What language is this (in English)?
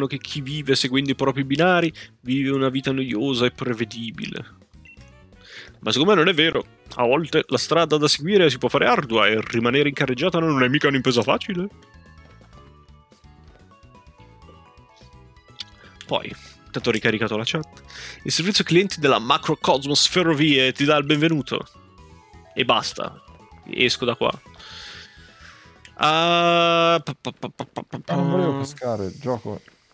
Italian